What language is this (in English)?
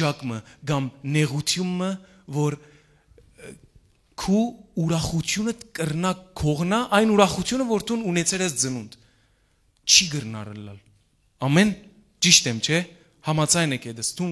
Western Armenian